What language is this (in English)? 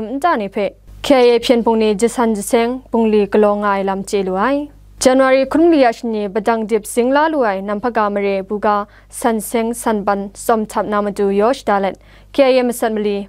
Kachin